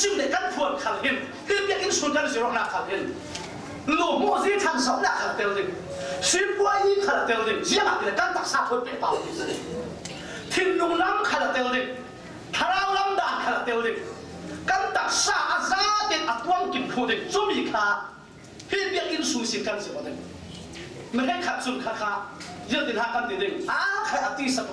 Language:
Falam Chin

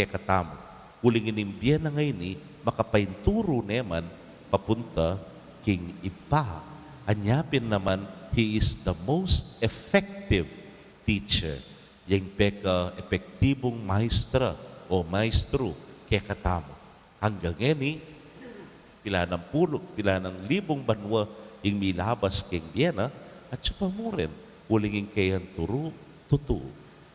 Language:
Pampanga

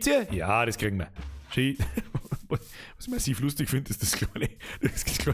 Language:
Bavarian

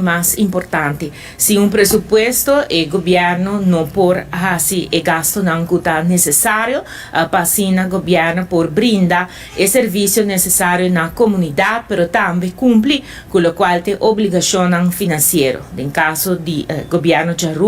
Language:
Papiamento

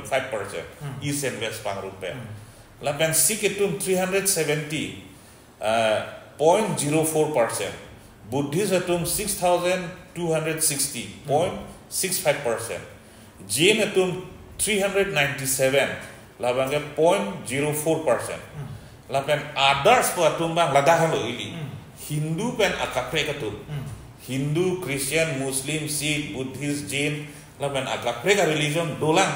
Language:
Karbi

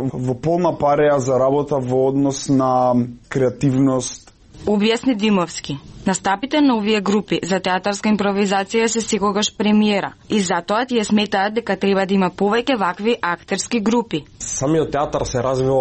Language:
Macedonian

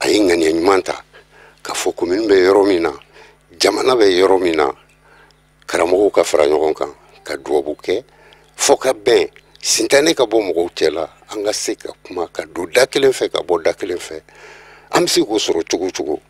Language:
Bambara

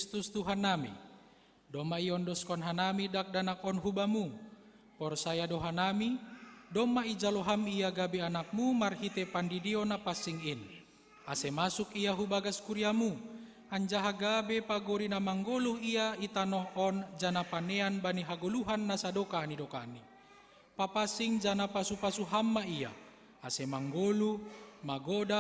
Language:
Batak Simalungun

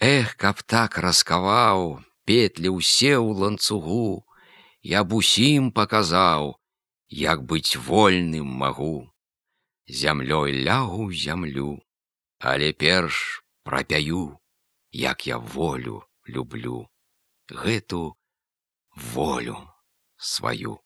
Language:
Belarusian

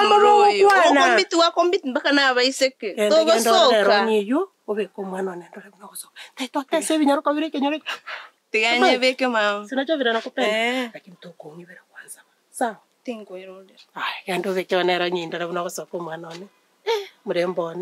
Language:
Gusii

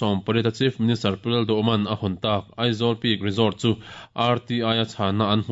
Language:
Mizo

